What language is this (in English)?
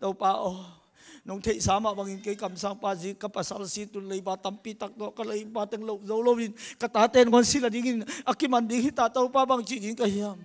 Tedim Chin